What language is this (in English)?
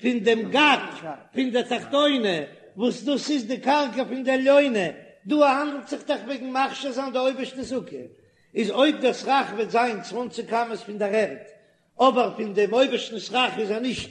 Yiddish